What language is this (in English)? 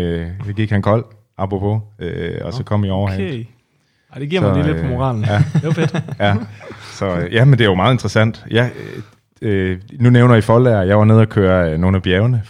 Danish